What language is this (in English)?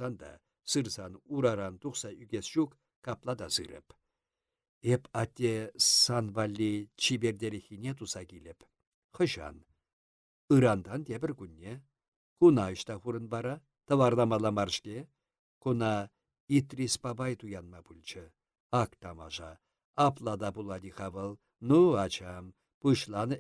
Chuvash